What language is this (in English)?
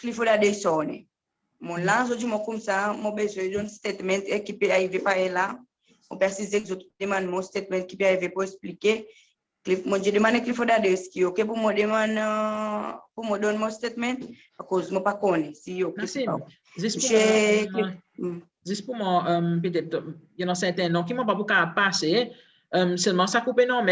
Seselwa Creole French